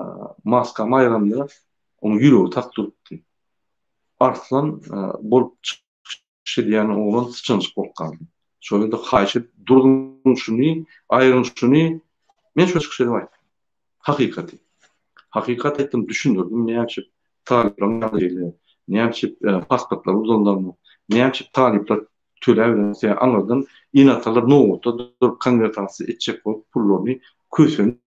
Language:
Turkmen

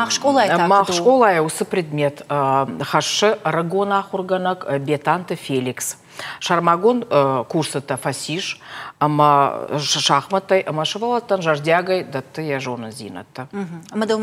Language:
Ossetic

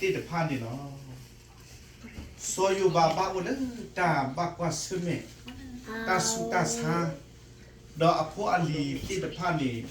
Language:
S'gaw Karen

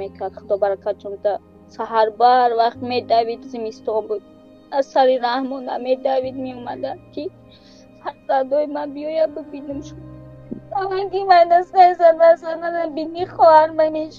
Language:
Tajik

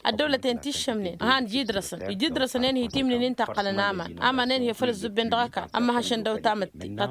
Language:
Tamasheq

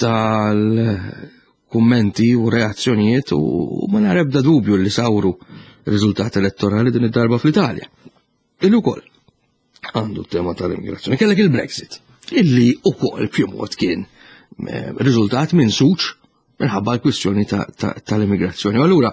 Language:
Maltese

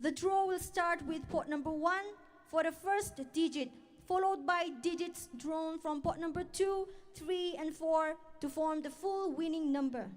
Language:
Tangkhul Naga (India)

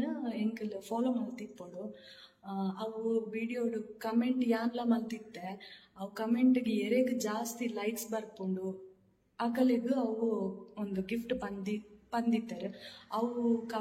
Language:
Tulu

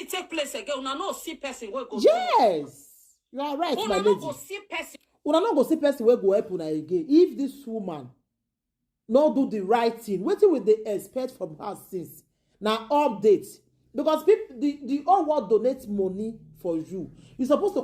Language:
Nigerian Pidgin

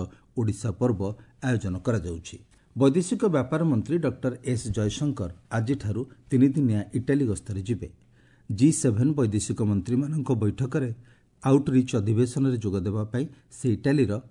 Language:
Odia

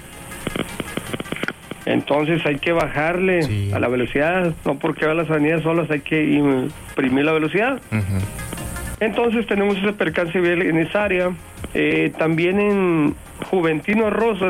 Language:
Spanish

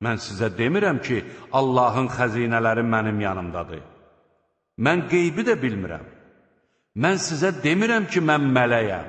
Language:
Azerbaijani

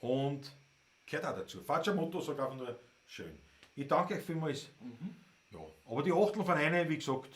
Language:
Bavarian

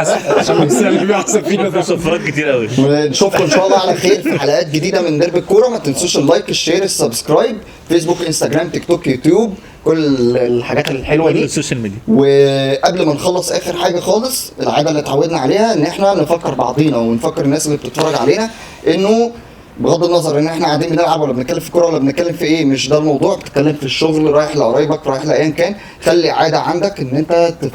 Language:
Egyptian Arabic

